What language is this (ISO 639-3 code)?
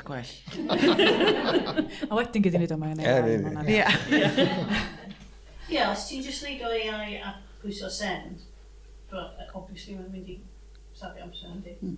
cym